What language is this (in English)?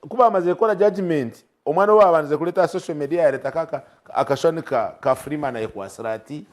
Nyankole